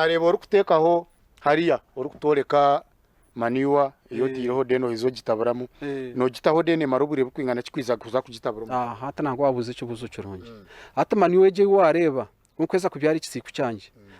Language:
Nyankole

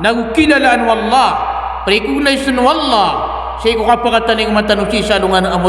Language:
Maranao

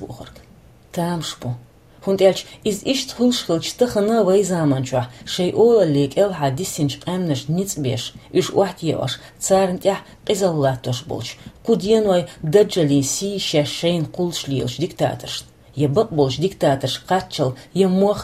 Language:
Chechen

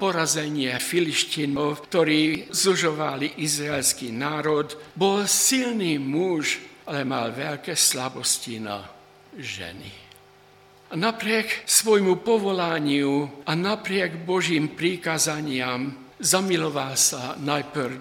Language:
Slovak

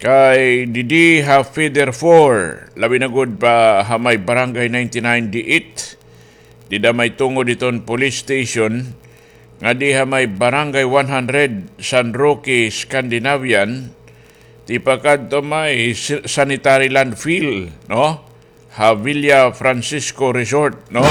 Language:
Waray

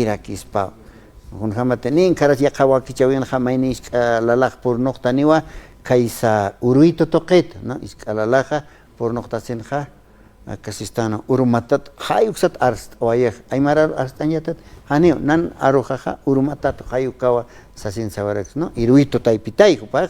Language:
Aymara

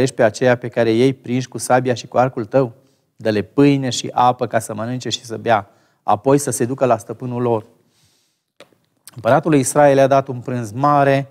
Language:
Romanian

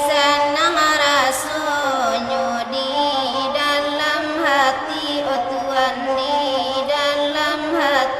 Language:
Minangkabau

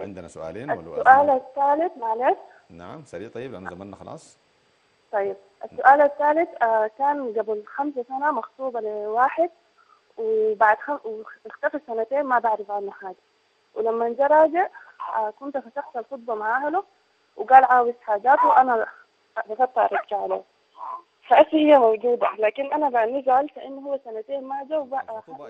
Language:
Arabic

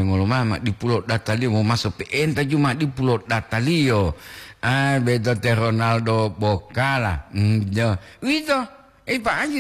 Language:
Gorontalo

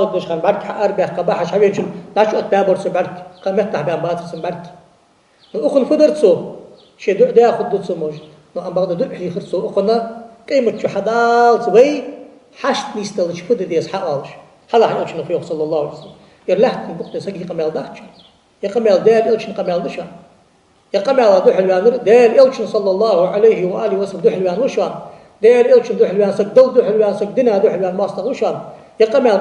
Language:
Ingush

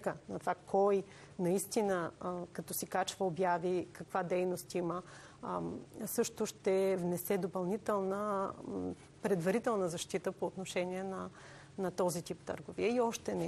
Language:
Bulgarian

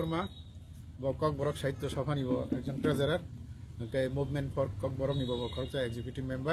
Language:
Kok Borok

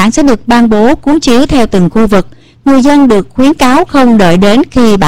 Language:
Vietnamese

